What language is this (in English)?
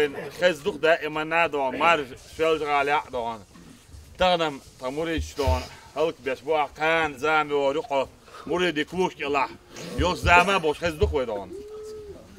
Chechen